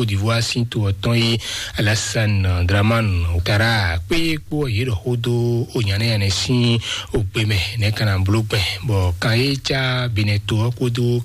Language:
Fon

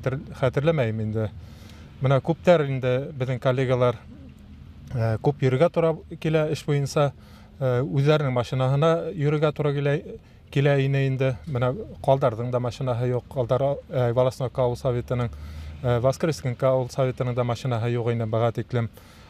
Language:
Bashkir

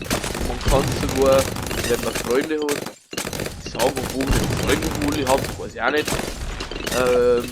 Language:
Bavarian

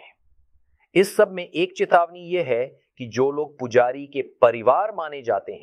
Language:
Hindi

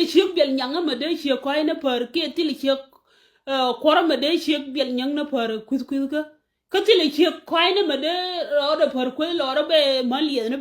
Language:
Nuer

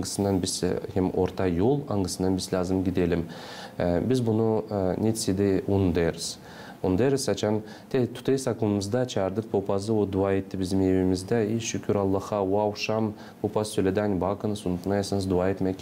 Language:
Gagauz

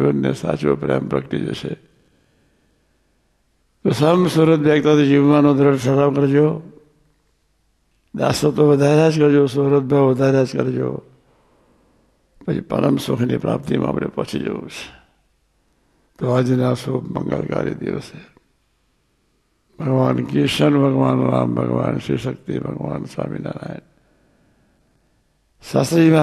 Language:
Gujarati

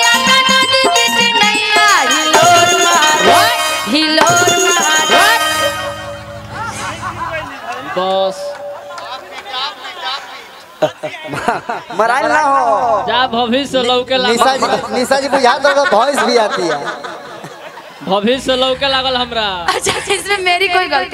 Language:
Bhojpuri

